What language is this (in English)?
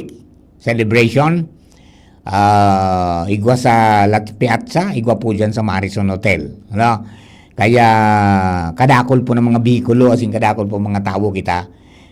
Bikol